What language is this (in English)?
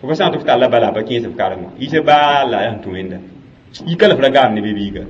Mossi